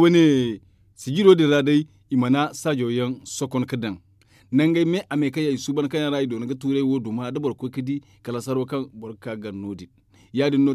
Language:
Zarma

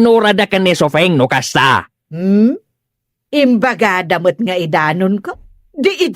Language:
Iloko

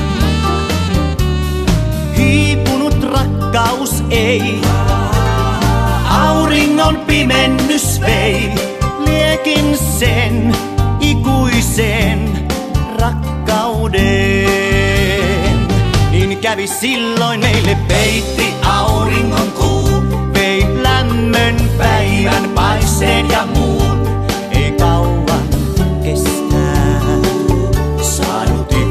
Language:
Finnish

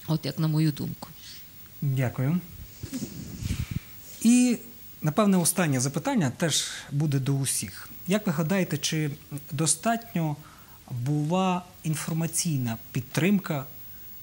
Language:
Ukrainian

